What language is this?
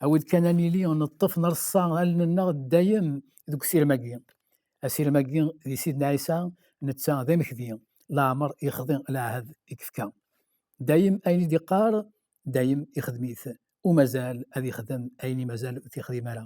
Kabyle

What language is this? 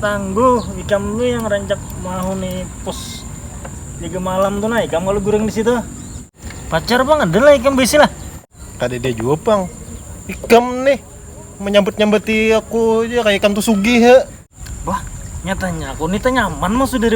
Banjar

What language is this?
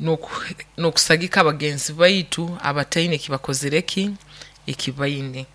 Nyoro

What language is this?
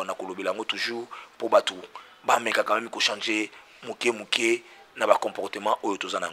Lingala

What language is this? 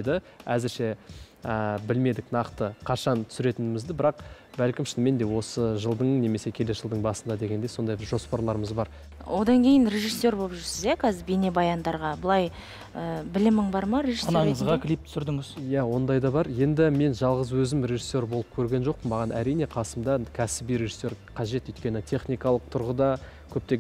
Kazakh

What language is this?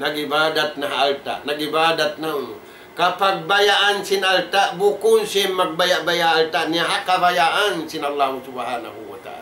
Tausug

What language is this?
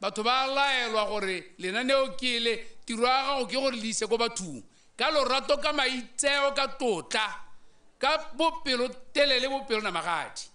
Tswana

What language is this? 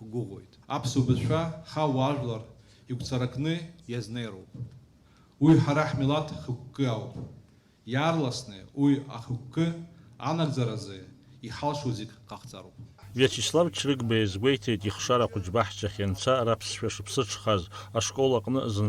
Abkhazian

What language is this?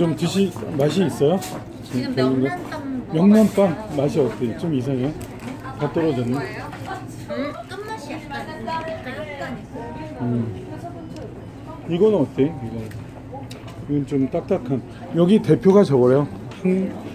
Korean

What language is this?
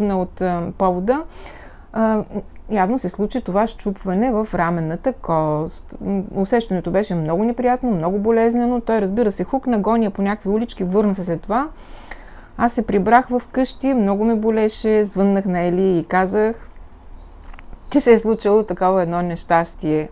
Bulgarian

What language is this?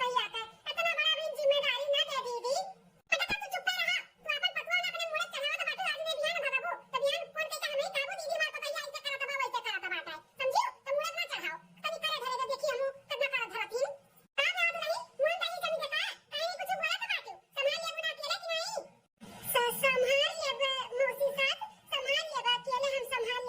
Awadhi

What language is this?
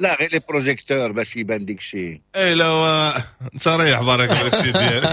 Moroccan Arabic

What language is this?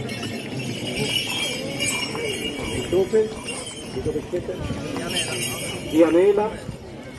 Italian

